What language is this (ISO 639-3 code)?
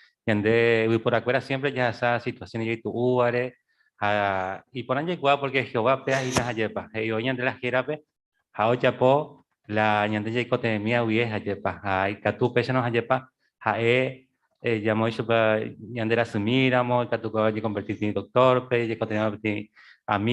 grn